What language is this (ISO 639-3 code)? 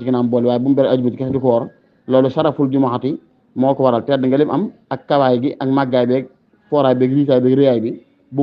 wol